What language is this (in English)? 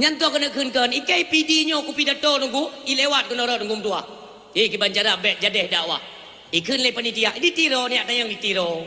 Achinese